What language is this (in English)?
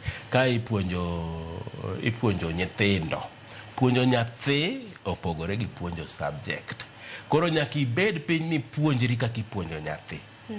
Luo (Kenya and Tanzania)